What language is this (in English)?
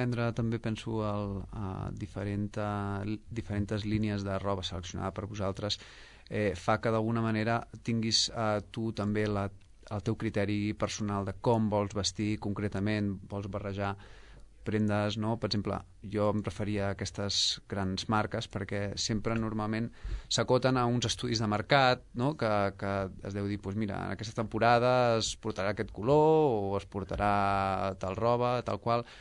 Catalan